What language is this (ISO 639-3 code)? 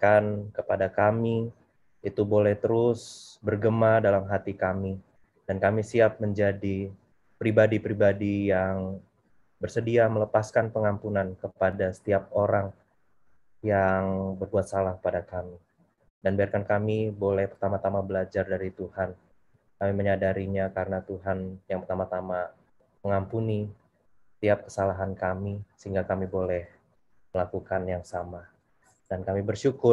ind